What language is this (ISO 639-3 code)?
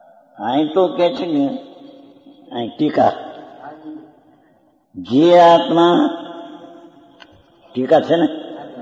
guj